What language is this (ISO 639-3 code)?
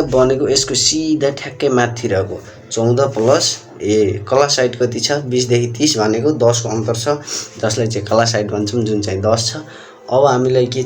nep